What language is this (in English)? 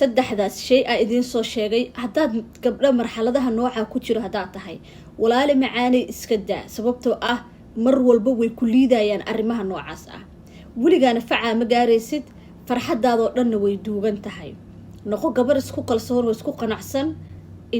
Somali